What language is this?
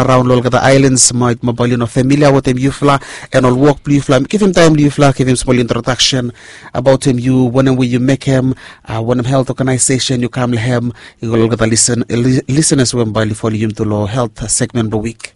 Bislama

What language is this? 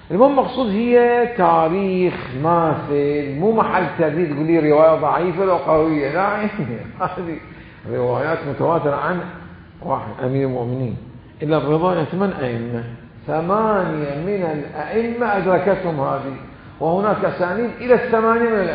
Mesopotamian Arabic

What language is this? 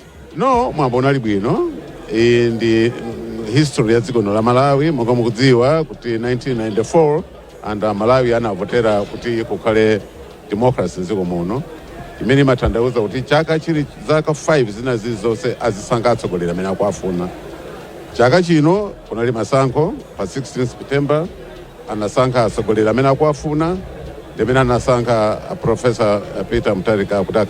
Nyanja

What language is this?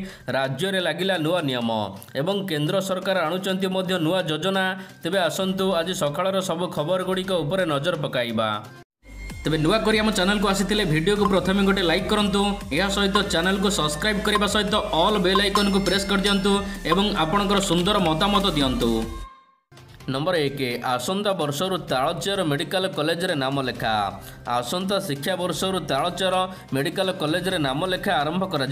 Odia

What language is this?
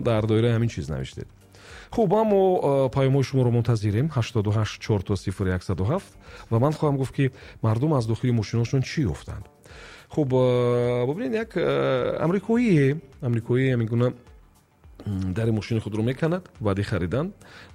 Tajik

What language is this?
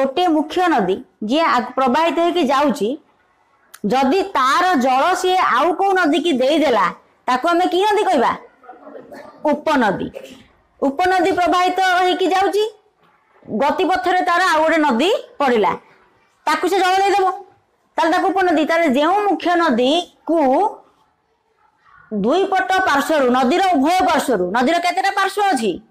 Odia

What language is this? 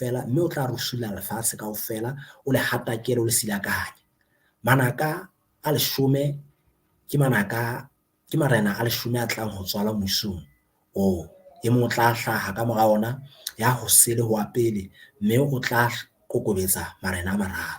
Southern Sotho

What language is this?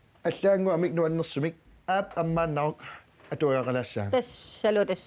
Kalaallisut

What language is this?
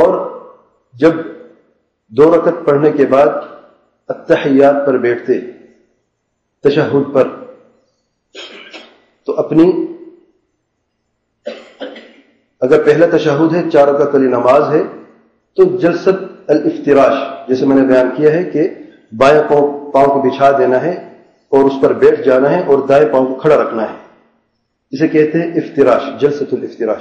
Urdu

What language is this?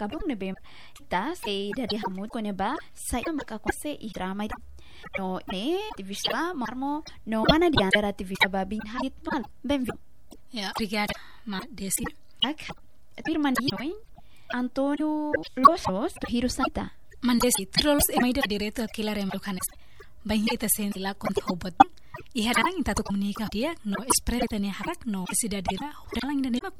Tetum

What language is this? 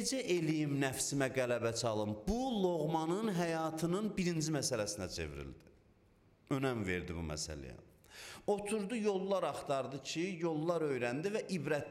Azerbaijani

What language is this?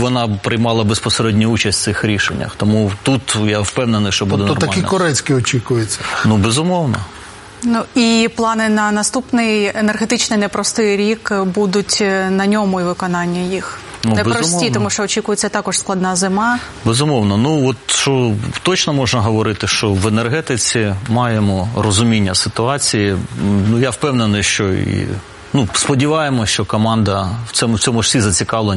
Ukrainian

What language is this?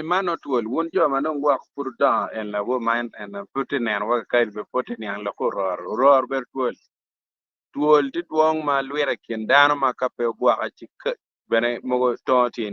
Acoli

